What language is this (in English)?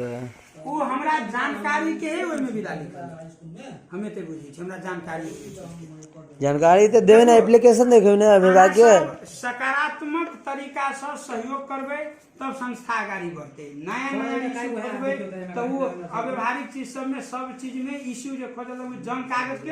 Maithili